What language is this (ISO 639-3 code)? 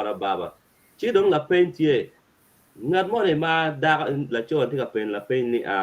ach